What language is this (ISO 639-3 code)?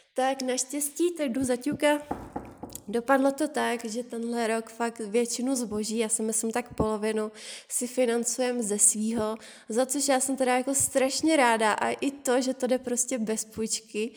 ces